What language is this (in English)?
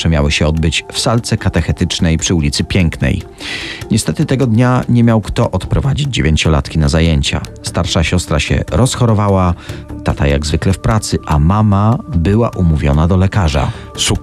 Polish